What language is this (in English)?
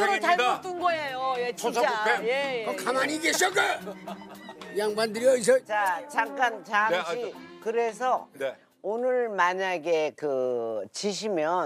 Korean